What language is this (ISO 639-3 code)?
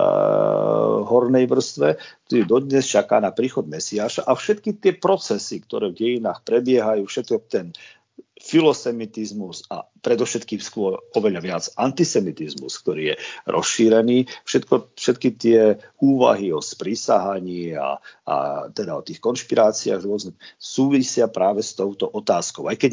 slk